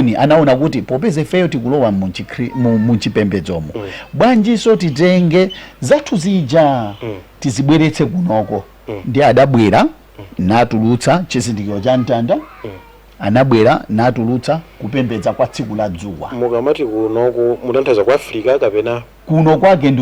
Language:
Nyanja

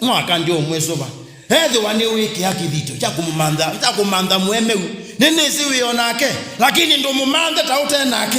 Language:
Kamba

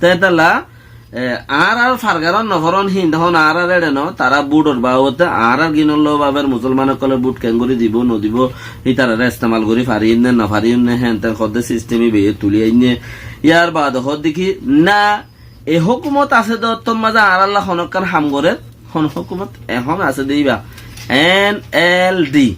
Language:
Rohingya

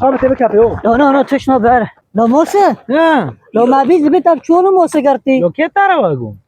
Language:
Kurdish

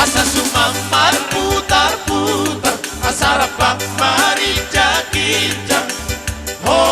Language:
Batak Toba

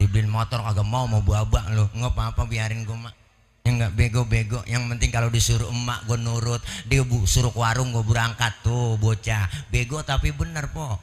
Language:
Betawi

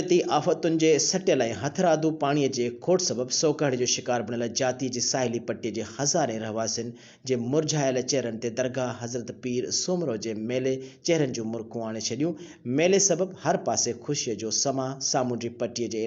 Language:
Sindhi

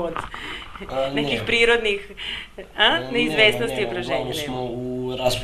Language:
Serbian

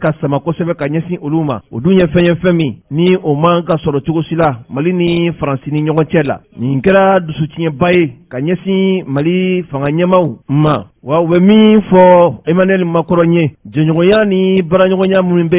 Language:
Bambara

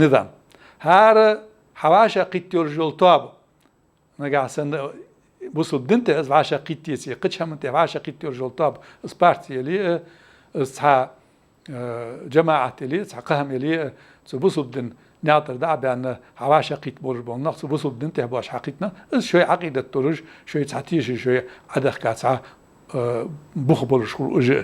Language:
Ingush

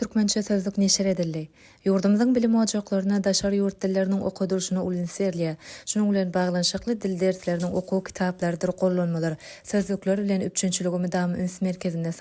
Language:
Turkmen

